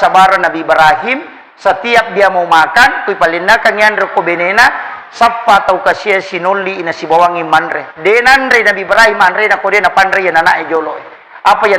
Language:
Buginese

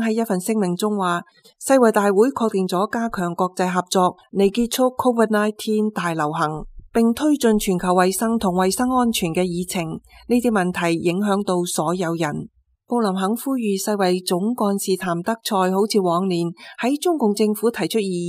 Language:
Cantonese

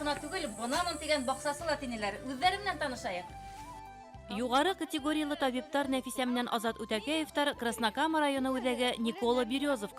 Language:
Bashkir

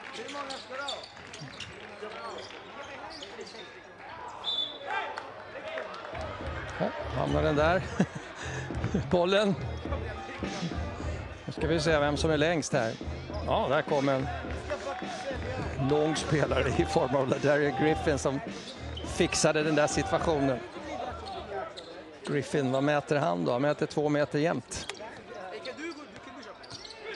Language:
Swedish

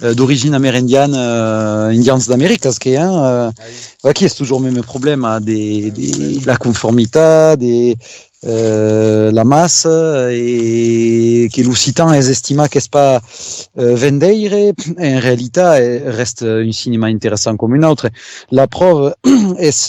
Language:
Occitan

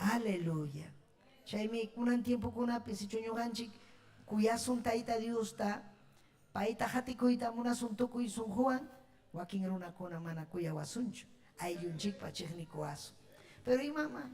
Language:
Ayacucho Quechua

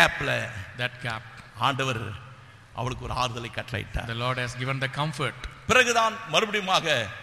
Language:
Tamil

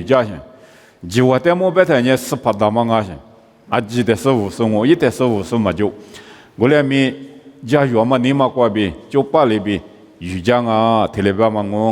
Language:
Lisu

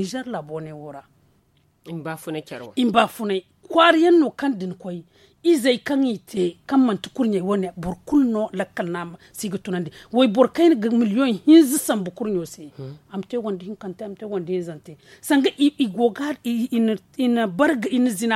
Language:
Zarma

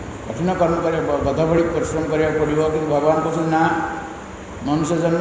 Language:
Odia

